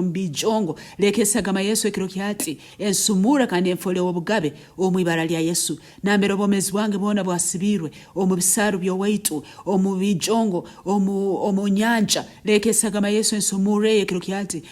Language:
Nyankole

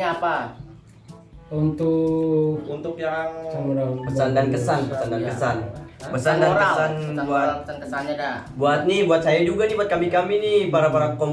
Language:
Betawi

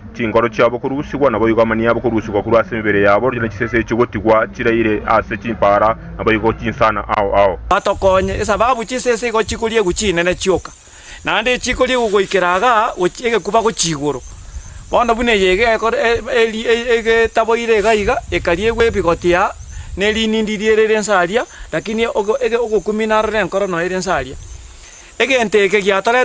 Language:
Gusii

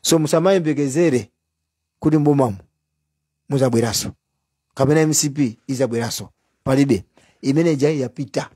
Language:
Nyanja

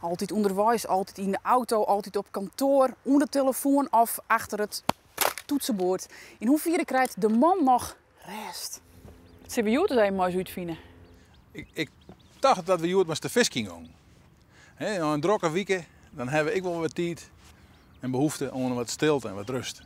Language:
Western Frisian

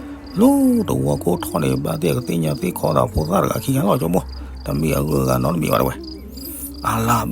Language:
S'gaw Karen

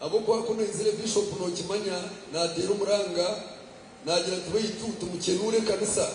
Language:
Nyankole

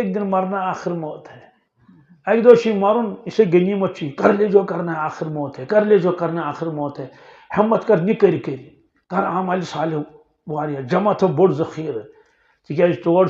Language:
Kashmiri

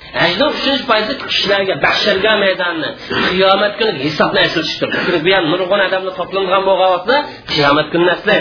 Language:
Uyghur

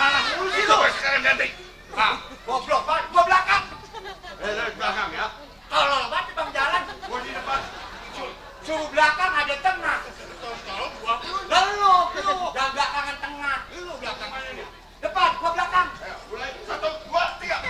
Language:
Betawi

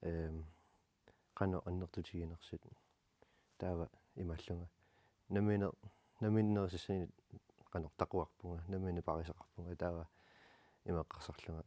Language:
Kalaallisut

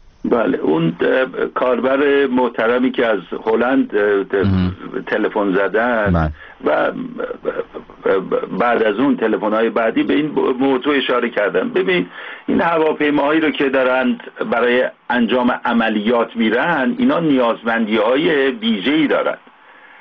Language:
Persian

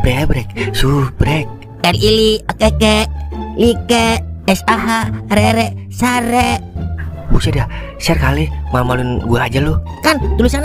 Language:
Betawi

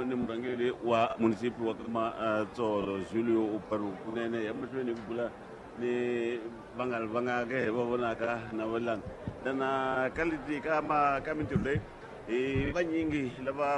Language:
Tsonga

